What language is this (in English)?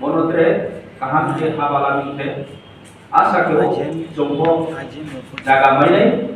Riang (India)